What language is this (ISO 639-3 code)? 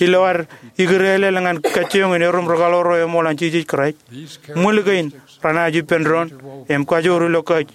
mah